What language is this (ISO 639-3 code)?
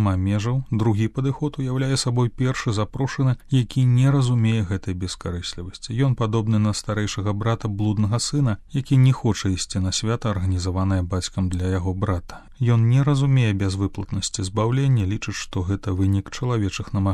bel